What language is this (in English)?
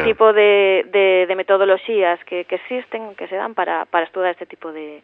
Galician